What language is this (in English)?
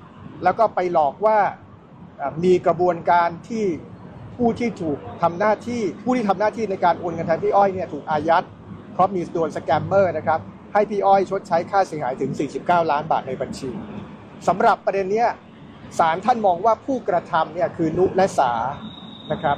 Thai